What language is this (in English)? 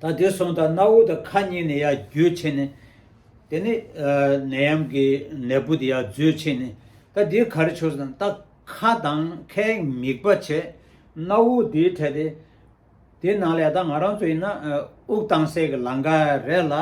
Tibetan